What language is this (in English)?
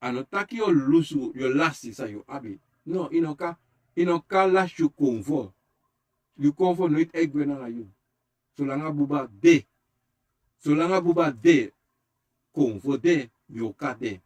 Sranan Tongo